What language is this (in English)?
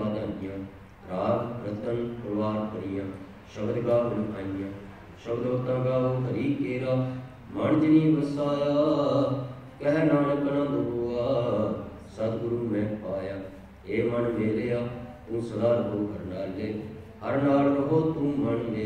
Punjabi